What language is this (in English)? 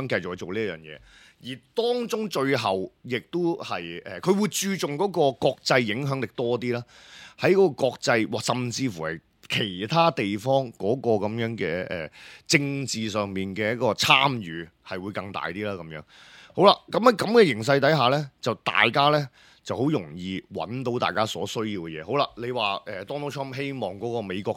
Cantonese